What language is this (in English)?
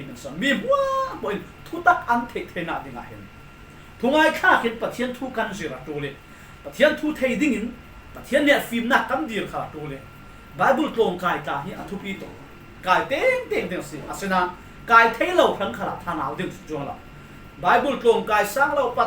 Falam Chin